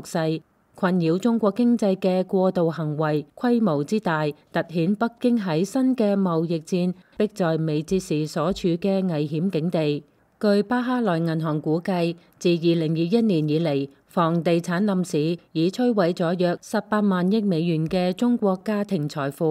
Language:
Cantonese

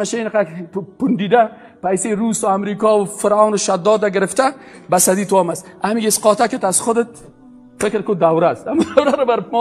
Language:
Persian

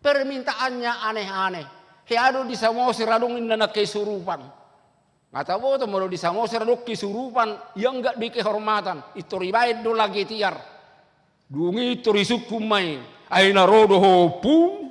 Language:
Batak Toba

